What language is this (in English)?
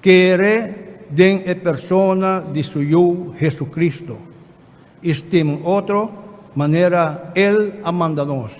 Papiamento